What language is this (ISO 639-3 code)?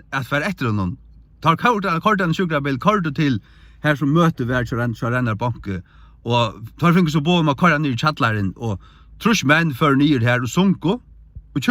fao